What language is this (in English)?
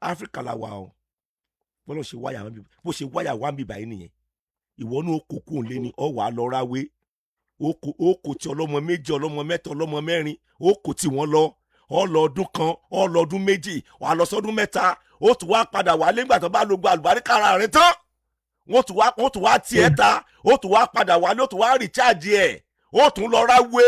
Yoruba